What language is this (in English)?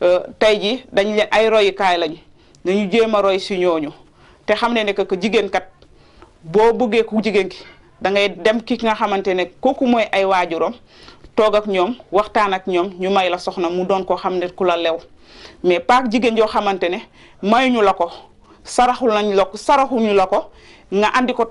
Wolof